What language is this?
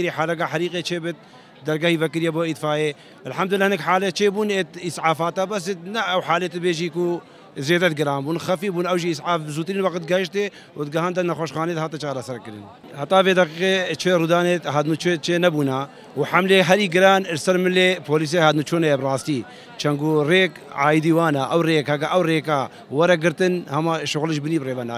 Kurdish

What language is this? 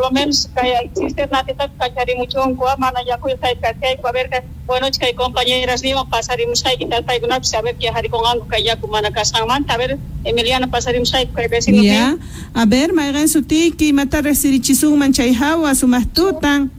South Bolivian Quechua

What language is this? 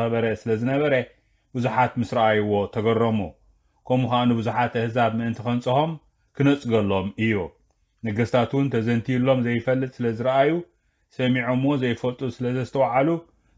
Tigrinya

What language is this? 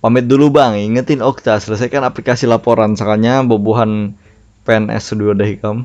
Banjar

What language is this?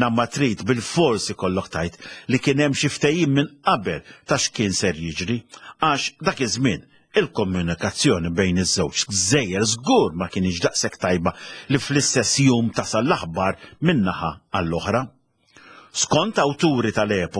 Maltese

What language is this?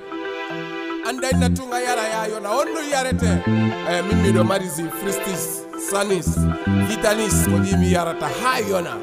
Fula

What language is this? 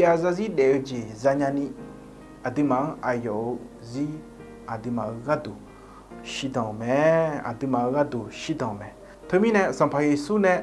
Akha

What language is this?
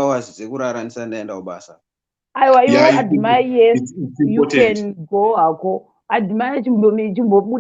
Shona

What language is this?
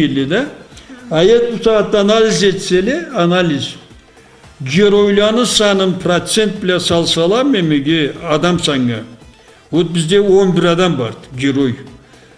Karachay-Balkar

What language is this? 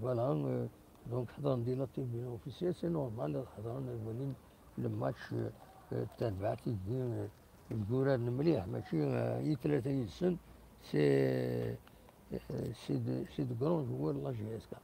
Kabyle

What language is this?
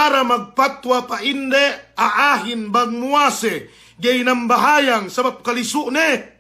Yakan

